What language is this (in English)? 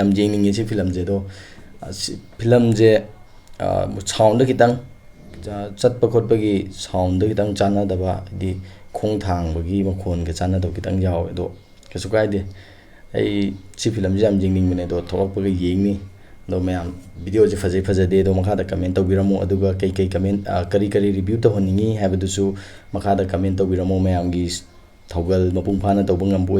Manipuri